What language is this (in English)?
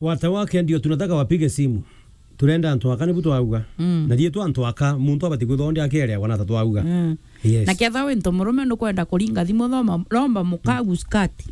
Meru